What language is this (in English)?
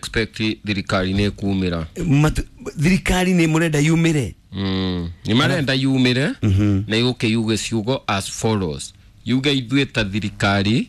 Kikuyu